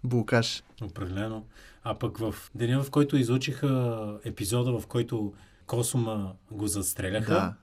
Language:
Bulgarian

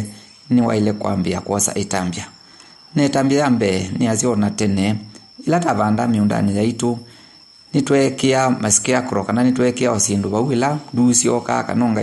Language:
Kamba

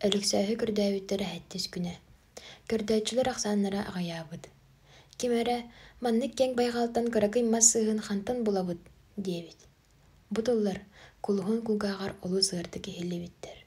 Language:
Yakut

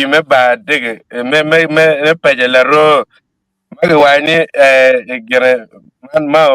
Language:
Acoli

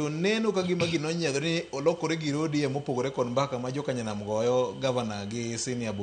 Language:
Luo (Kenya and Tanzania)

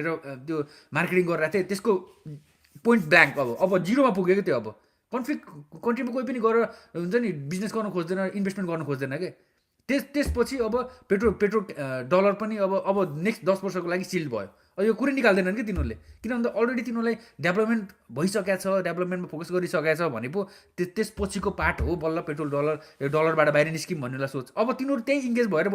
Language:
Nepali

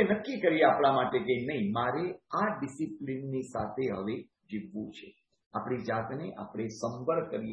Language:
Gujarati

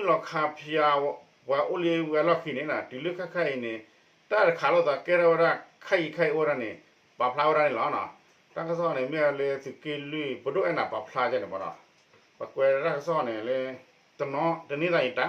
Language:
S'gaw Karen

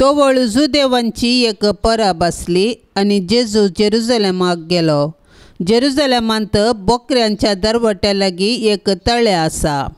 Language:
Konkani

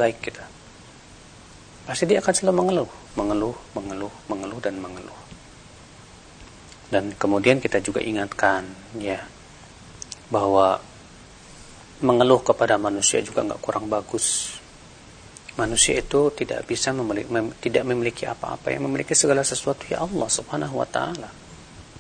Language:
Indonesian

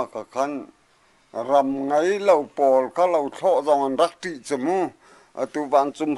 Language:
Hakha Chin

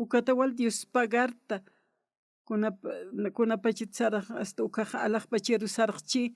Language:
Aymara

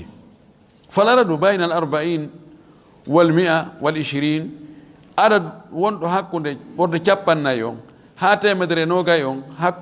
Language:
Fula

